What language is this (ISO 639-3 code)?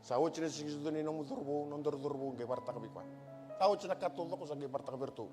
fij